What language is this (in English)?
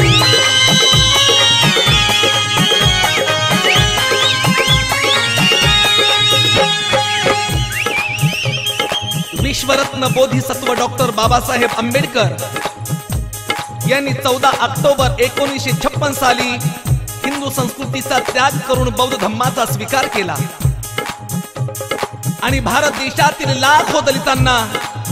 Marathi